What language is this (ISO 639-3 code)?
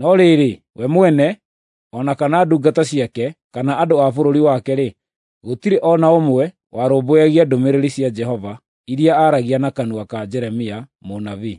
kik